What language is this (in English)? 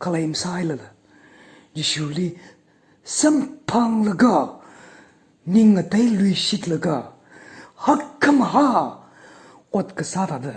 Tangkhul Naga (India)